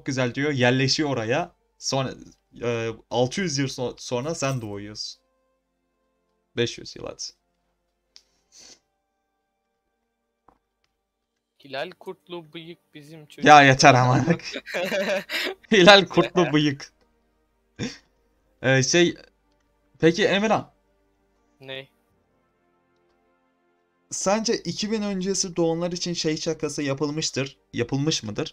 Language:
Turkish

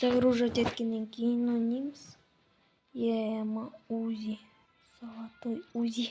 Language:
Kazakh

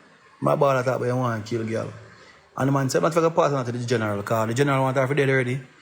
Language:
Jamaican Creole English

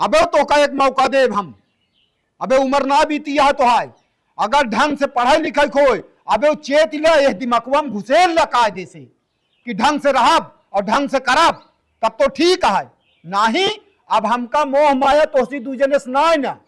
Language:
Awadhi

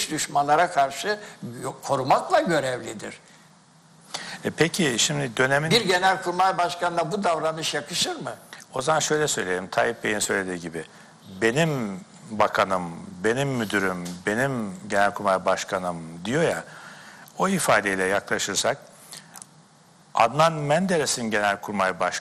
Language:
Turkish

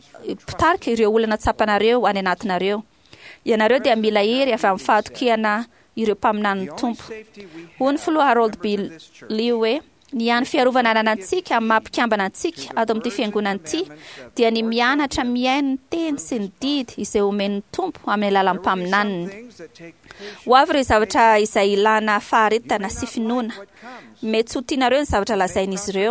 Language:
Malagasy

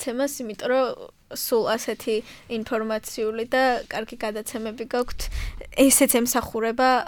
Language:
Georgian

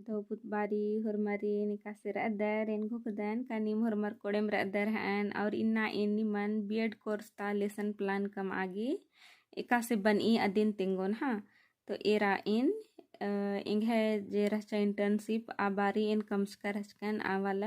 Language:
Kurukh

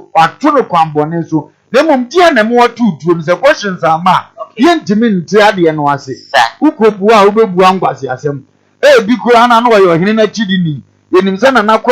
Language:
Akan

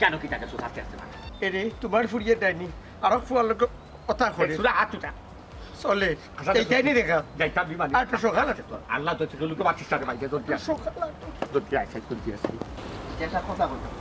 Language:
Sylheti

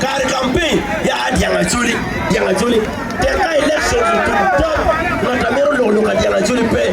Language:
Acoli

